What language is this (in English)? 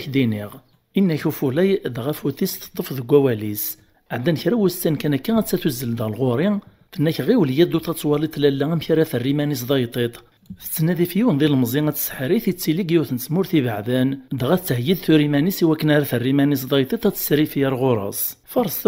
Kabyle